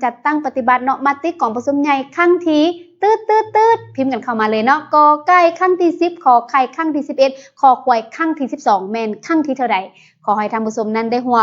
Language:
Lao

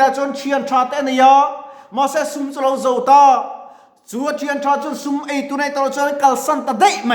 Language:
Mizo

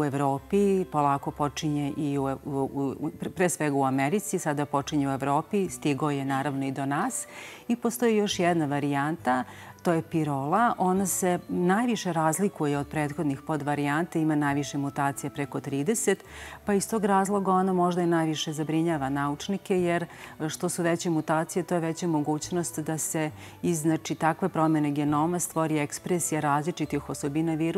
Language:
Serbian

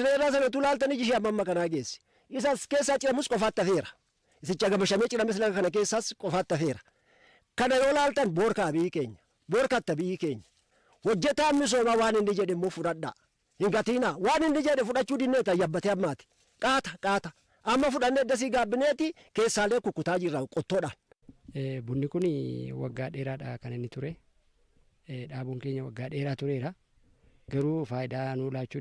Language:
Oromo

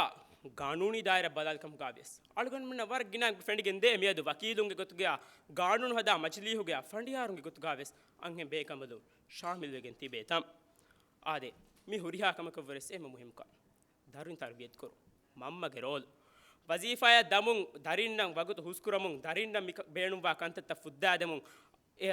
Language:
Divehi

